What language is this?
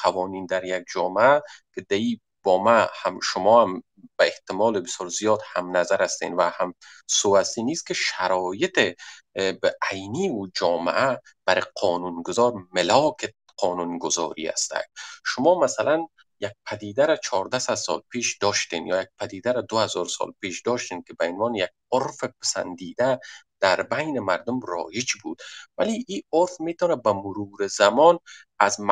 Persian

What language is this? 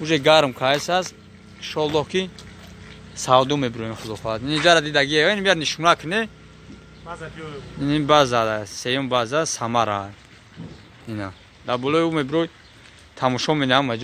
Tajik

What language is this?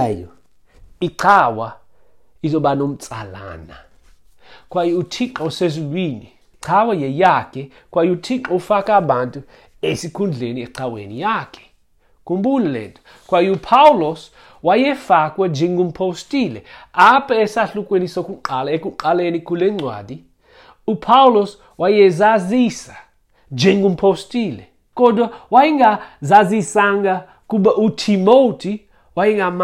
Xhosa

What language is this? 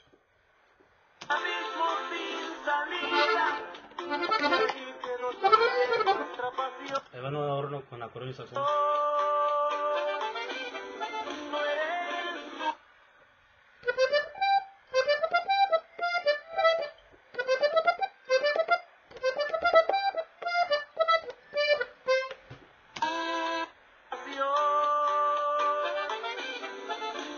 Spanish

